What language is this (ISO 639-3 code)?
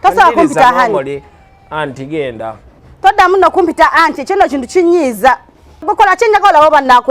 lug